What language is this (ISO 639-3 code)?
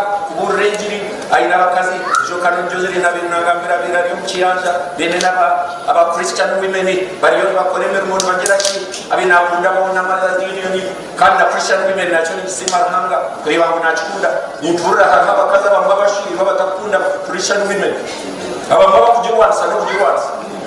nyn